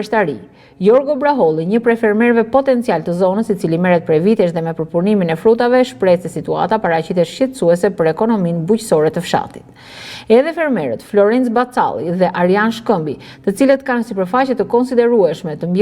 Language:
Albanian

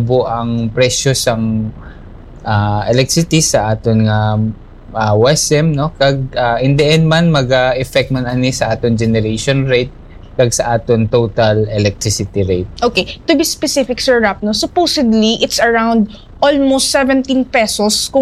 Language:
Hiligaynon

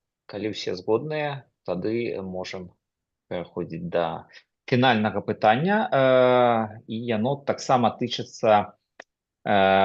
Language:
Belarusian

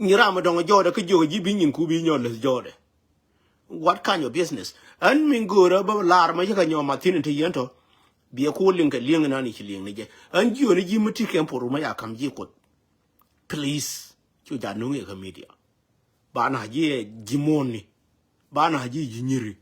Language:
Nuer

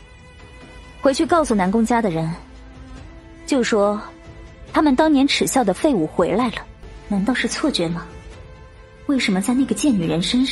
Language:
Chinese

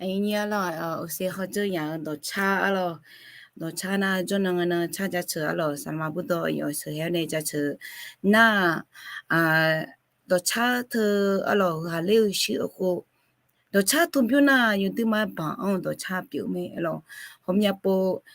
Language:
Akha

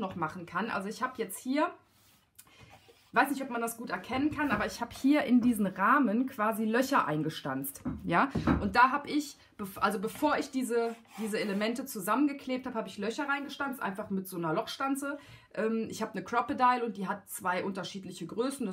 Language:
German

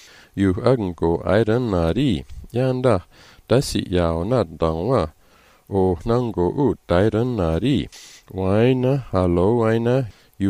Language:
Malagasy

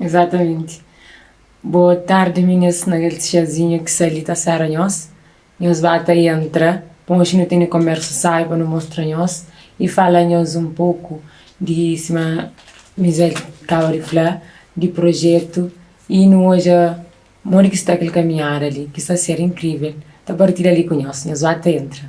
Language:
Kabuverdianu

